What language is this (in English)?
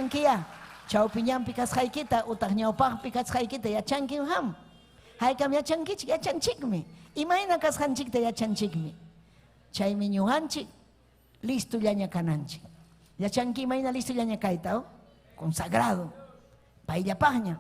Ayacucho Quechua